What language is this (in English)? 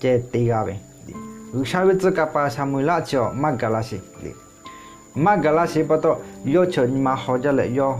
Lahu